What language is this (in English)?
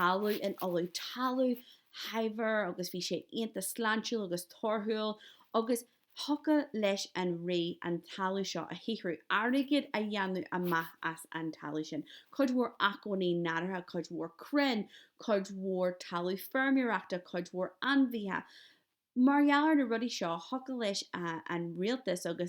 Irish